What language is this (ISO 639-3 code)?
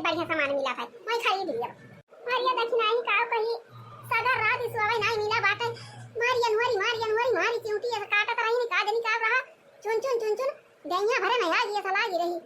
awa